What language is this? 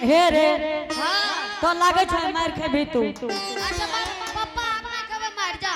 Angika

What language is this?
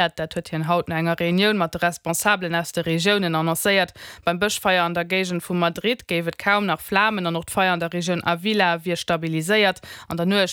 Luxembourgish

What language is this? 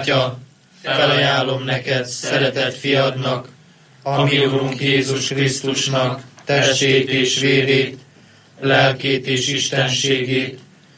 Hungarian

